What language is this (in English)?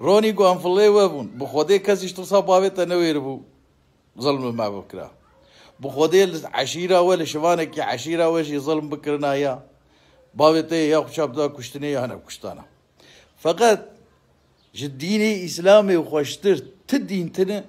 Kurdish